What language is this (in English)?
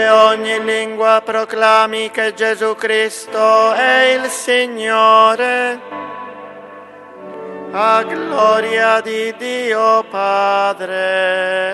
Italian